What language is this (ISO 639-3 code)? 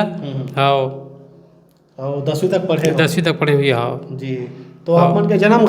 hne